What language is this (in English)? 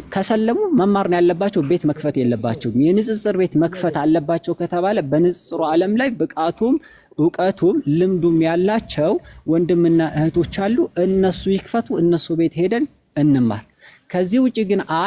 Amharic